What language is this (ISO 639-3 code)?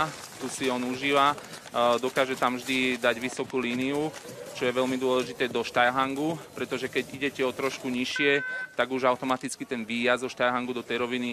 slk